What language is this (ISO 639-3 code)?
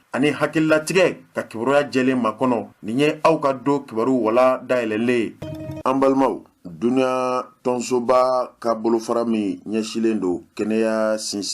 bam